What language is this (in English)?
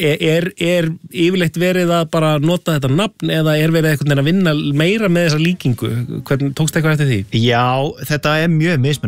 Icelandic